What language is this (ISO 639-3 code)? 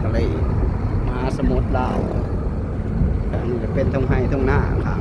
lao